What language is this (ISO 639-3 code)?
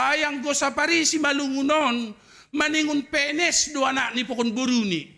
bts